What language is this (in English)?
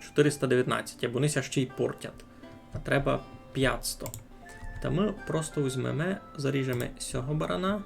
Rusyn